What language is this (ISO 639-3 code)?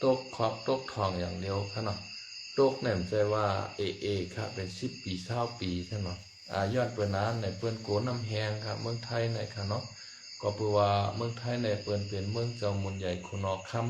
shn